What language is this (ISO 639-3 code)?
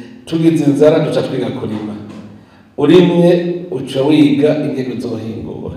run